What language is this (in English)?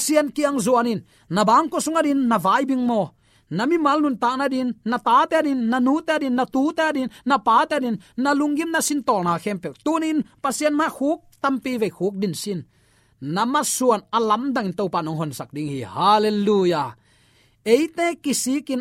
Tedim Chin